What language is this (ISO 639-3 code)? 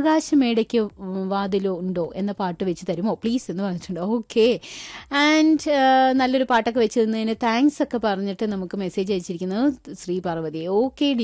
mal